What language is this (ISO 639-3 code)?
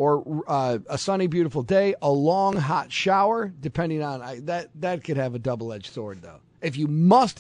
eng